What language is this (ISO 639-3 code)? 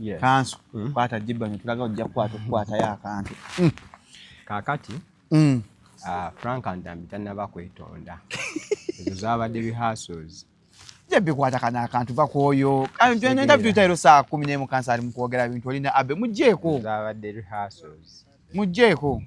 lug